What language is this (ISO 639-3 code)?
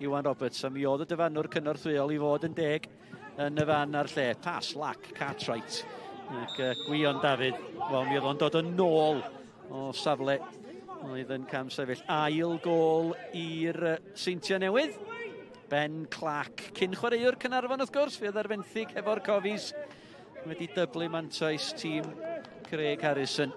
cym